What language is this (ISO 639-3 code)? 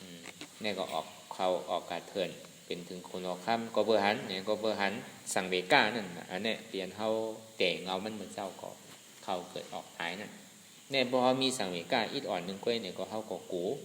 shn